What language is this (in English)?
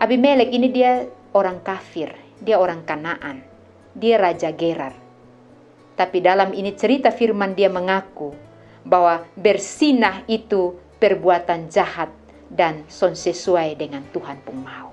Kupang Malay